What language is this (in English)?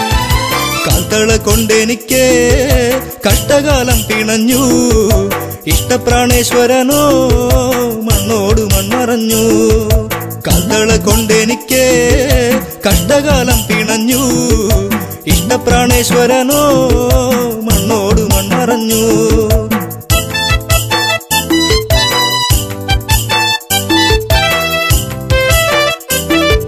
Malayalam